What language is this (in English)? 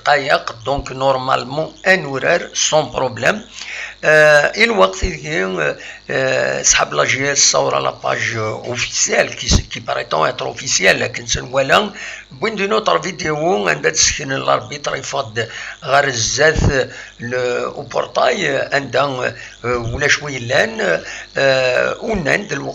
Kabyle